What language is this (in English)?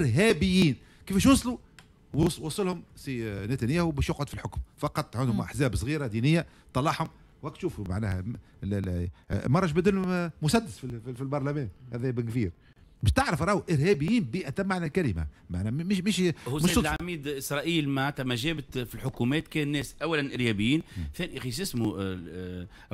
Tunisian Arabic